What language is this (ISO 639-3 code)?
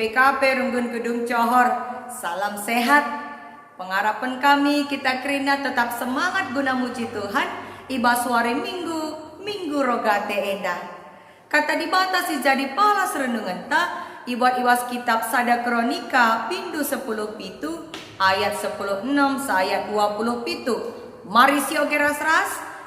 btx